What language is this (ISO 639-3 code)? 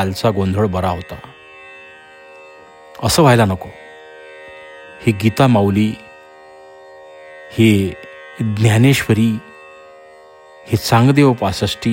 mar